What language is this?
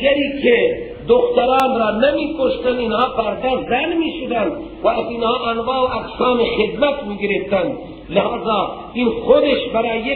Persian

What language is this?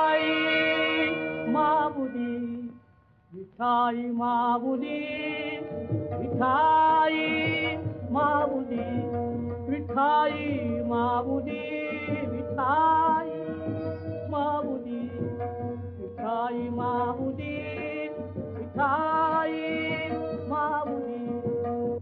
Marathi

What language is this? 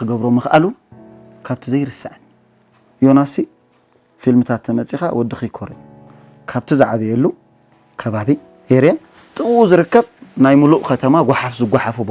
Tigrinya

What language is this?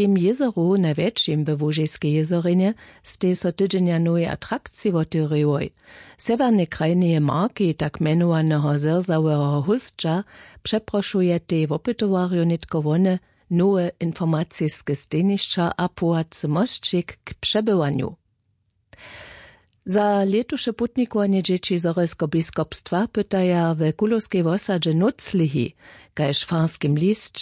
Upper Sorbian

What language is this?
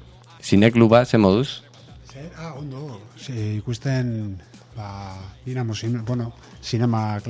Basque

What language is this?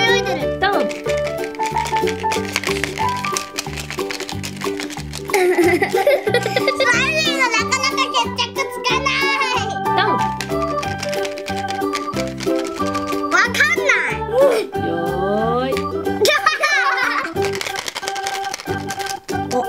Japanese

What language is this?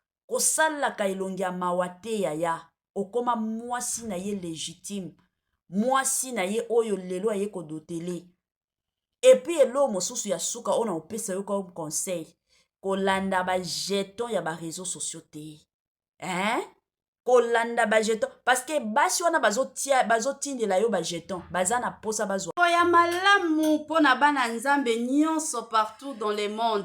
Lingala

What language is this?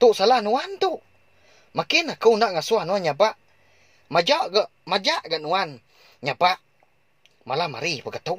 Iban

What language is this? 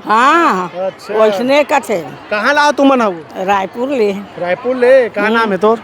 Chhattisgarhi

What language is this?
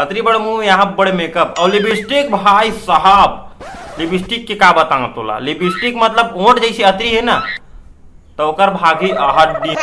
Chhattisgarhi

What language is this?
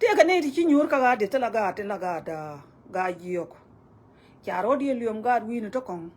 Nuer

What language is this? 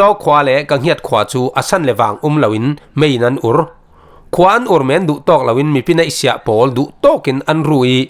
Falam Chin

